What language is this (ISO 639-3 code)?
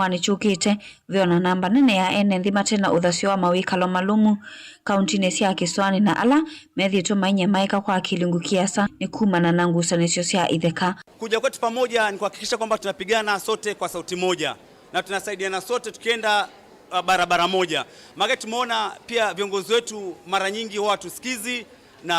kam